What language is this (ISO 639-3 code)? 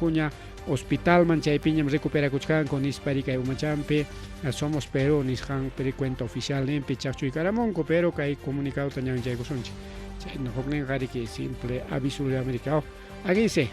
quy